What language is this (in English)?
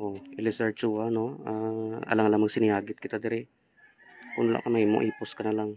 Hiligaynon